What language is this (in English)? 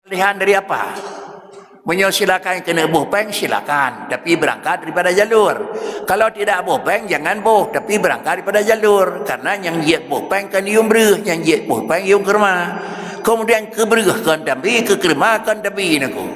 Achinese